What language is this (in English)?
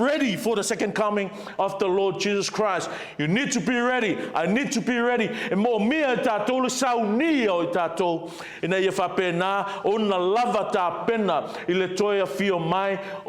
Samoan